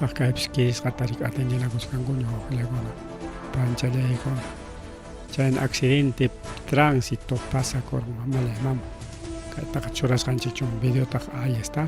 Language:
Ayacucho Quechua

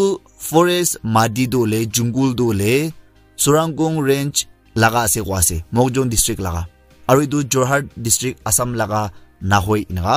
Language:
Naga Pidgin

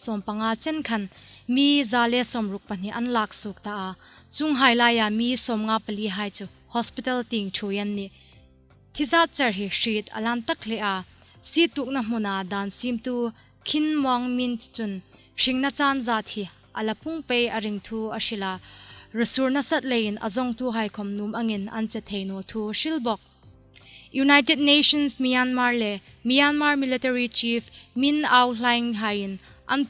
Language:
Hmar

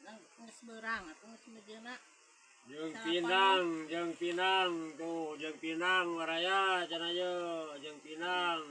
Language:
Sundanese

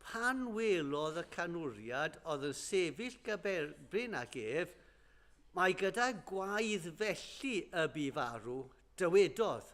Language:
Welsh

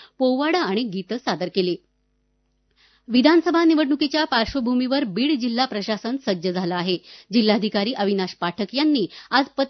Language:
Marathi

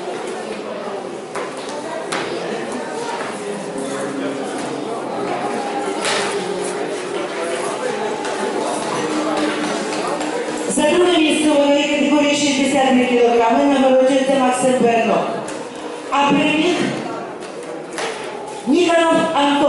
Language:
Ukrainian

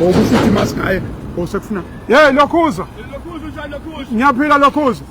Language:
Zulu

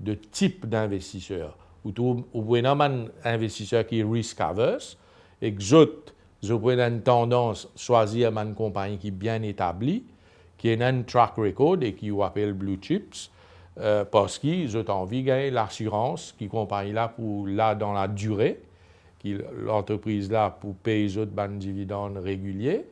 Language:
Morisyen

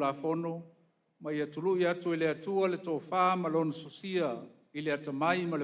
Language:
Samoan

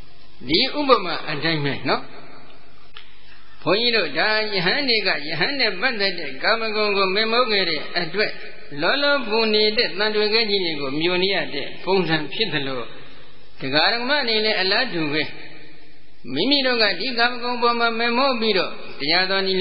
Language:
Burmese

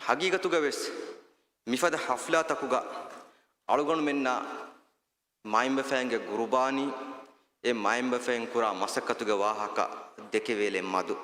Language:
Divehi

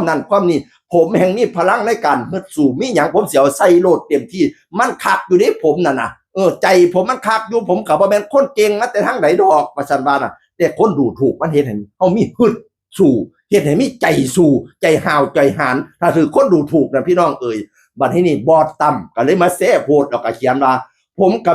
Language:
Northeastern Thai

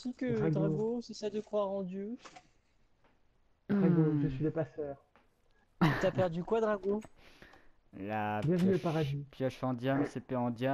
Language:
French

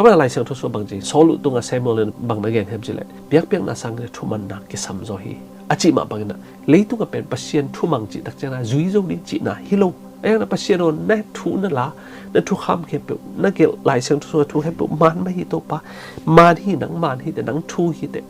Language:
Tedim Chin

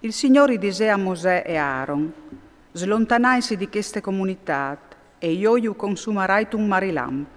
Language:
Friulian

